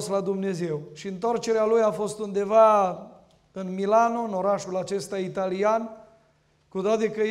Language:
Romanian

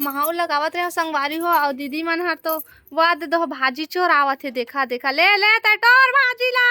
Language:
Chhattisgarhi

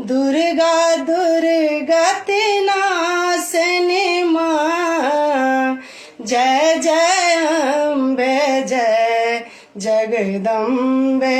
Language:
Maithili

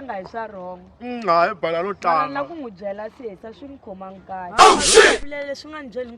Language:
Tsonga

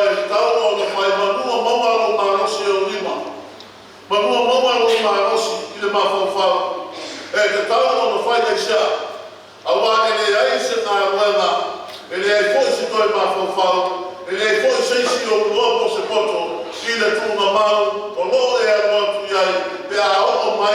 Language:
Samoan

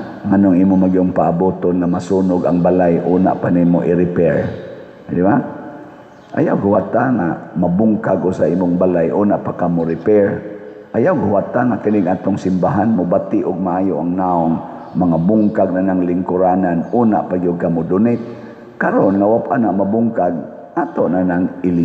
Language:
Cebuano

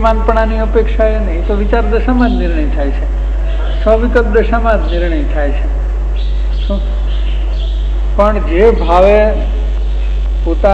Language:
Gujarati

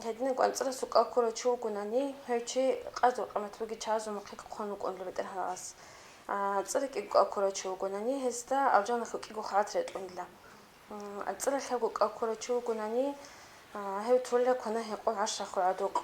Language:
Avaric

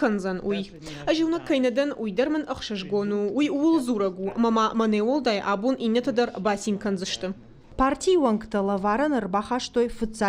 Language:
Ossetic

